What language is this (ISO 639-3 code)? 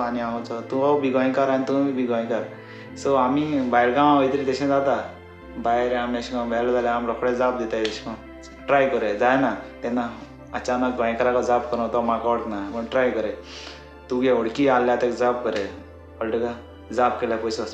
kok